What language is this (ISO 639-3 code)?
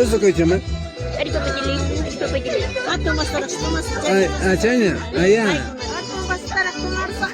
quy